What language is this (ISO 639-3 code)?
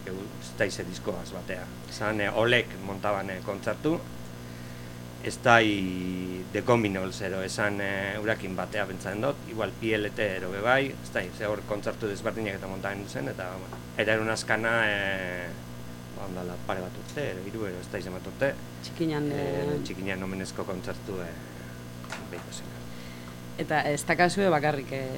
eus